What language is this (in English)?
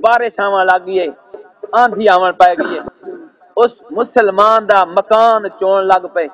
Saraiki